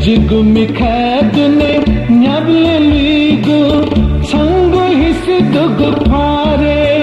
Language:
Newari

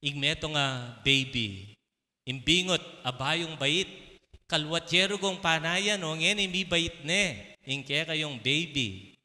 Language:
Pampanga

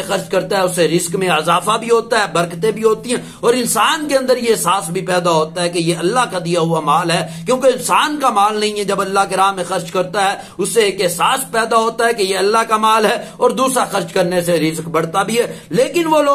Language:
Urdu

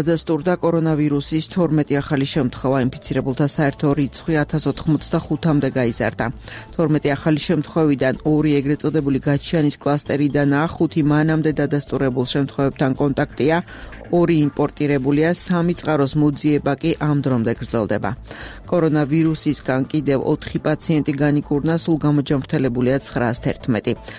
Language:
Georgian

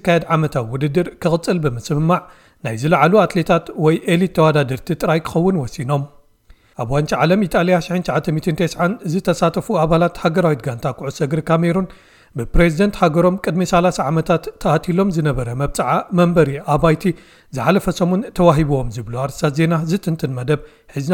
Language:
Tigrinya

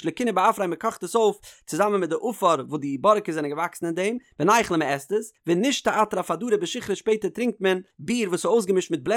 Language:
Yiddish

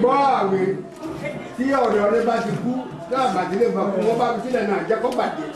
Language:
Yoruba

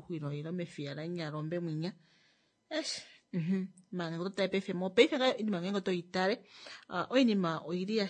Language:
Kuanyama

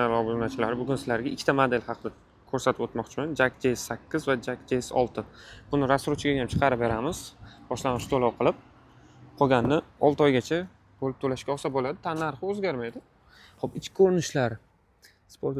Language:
Uzbek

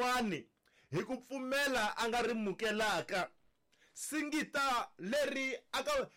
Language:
Tsonga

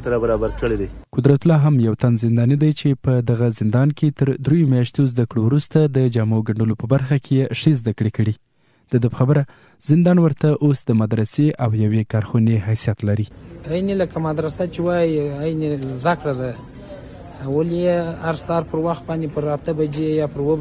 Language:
Pashto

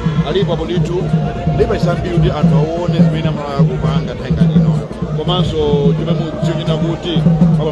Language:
Nyanja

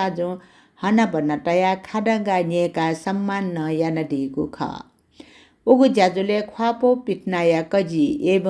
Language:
Newari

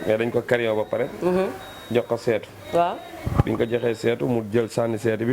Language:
Wolof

